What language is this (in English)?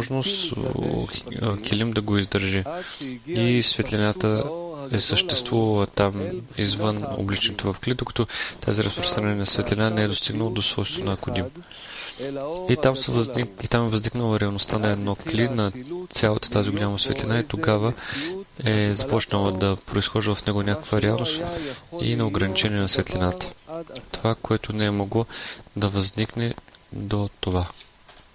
Bulgarian